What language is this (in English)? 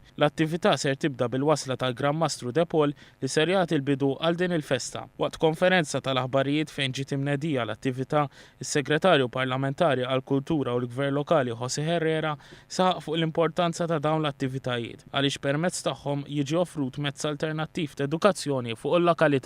Maltese